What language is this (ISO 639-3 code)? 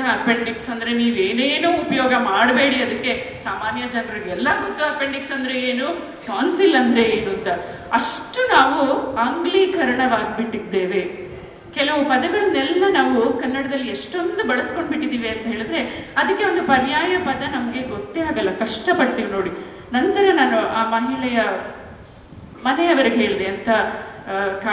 kan